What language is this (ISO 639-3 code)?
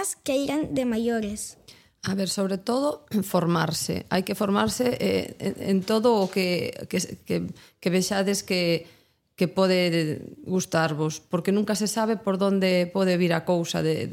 glg